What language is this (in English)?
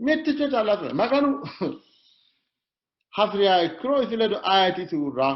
Sidamo